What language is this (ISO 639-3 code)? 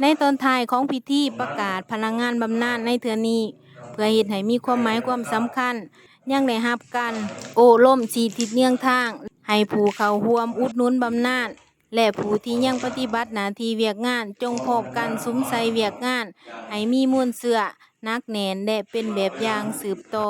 lao